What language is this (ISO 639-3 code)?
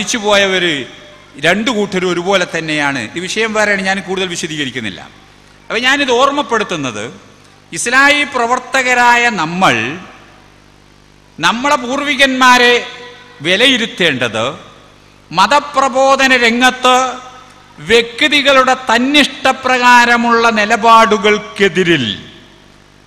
mal